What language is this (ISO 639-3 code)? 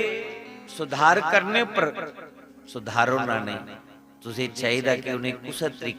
doi